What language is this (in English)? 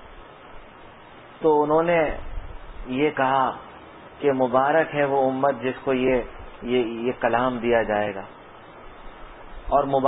Urdu